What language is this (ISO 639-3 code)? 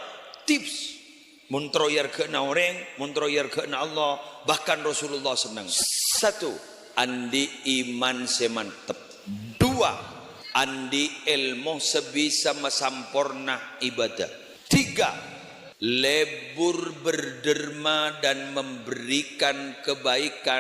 mad